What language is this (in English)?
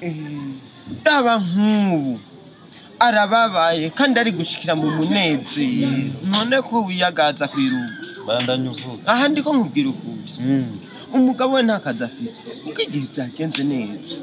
Rundi